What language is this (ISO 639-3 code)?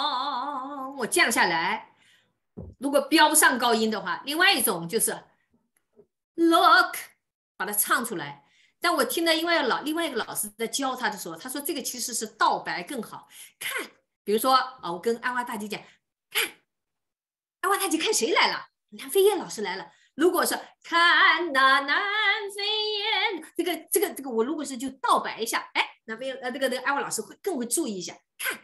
zho